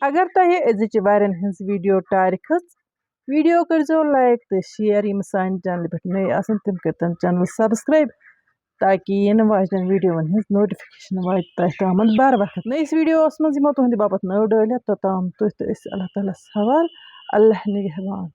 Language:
Kashmiri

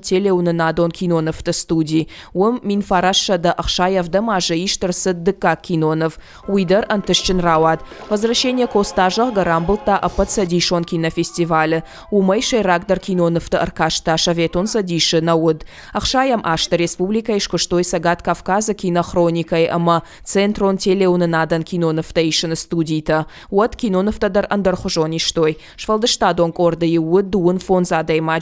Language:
Ossetic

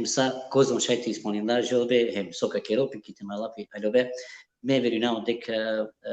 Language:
Balkan Romani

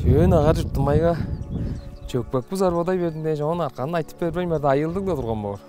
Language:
Tuvinian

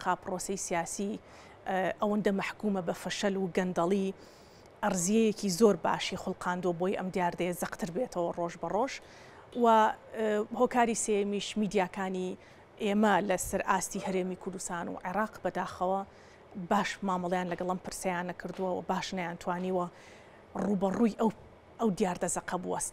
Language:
Central Kurdish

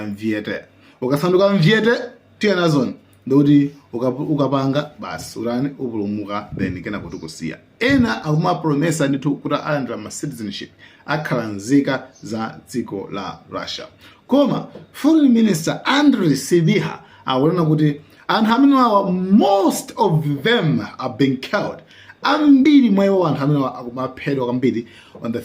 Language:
Nyanja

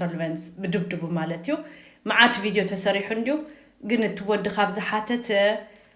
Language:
Tigrinya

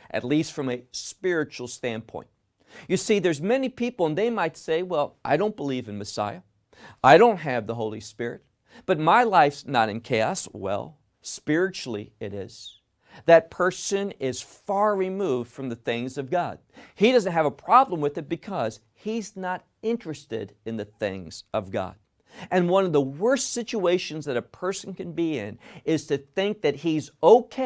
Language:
English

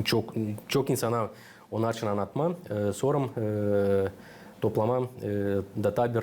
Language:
Gagauz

